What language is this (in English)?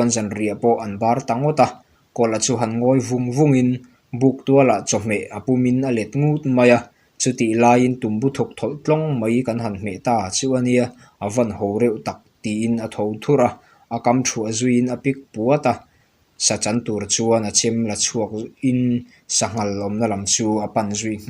Mizo